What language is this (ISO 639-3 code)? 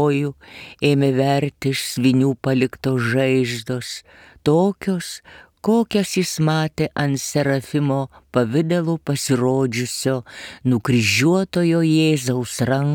lit